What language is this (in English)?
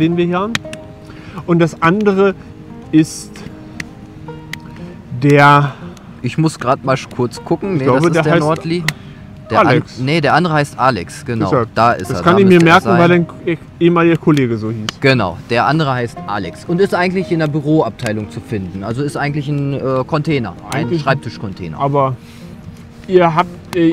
German